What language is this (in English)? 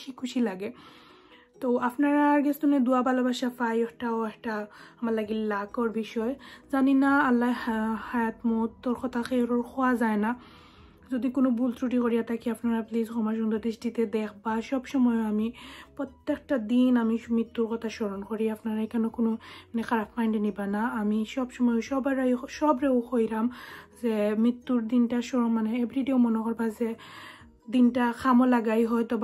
Sylheti